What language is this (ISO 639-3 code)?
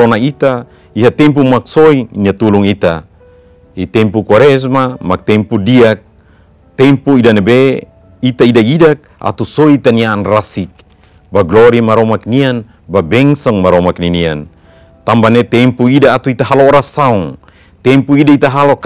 tet